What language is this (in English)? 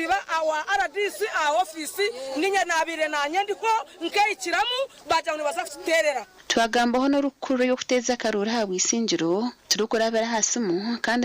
Nyankole